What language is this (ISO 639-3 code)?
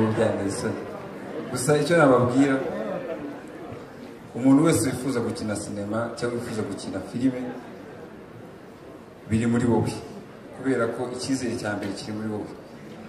kin